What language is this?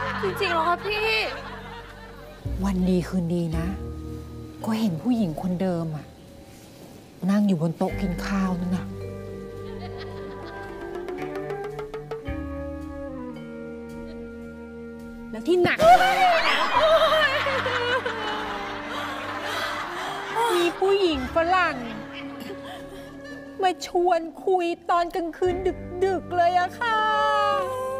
Thai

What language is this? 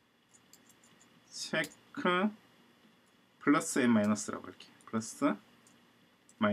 Korean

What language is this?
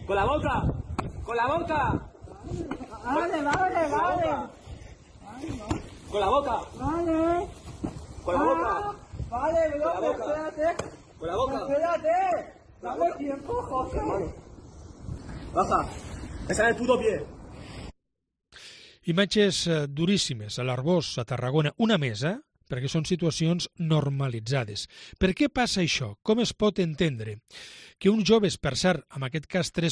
Catalan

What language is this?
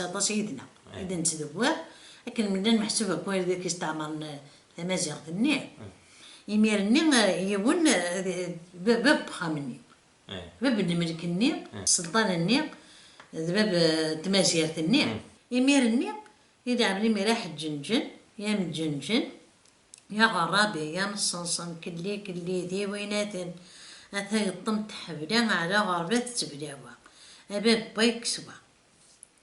Kabyle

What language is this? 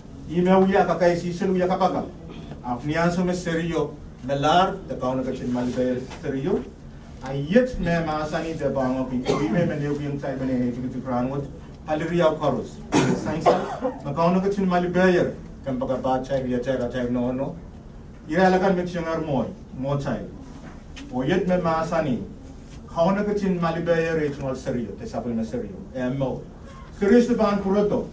Pohnpeian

